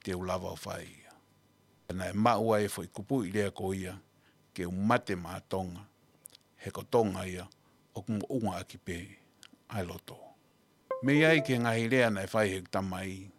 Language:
Tongan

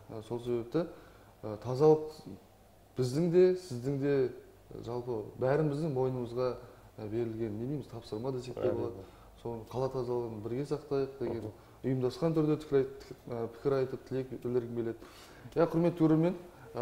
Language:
Kazakh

